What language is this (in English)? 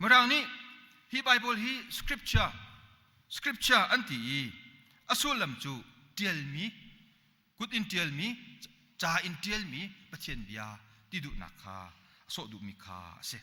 Hakha Chin